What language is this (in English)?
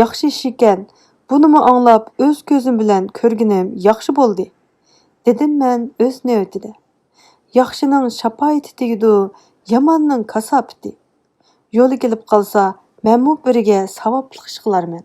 Uyghur